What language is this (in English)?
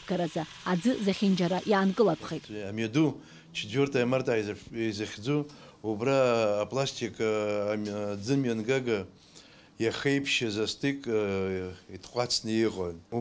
Abkhazian